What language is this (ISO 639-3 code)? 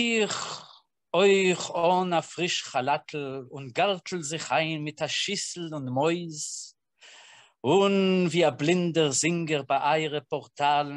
yid